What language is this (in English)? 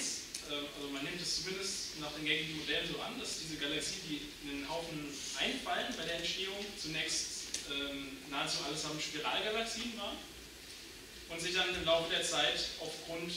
German